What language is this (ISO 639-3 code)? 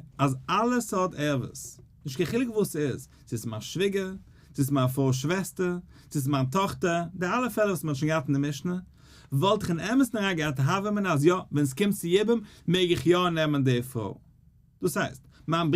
yid